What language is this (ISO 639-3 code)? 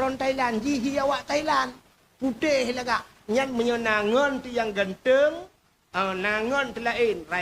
ace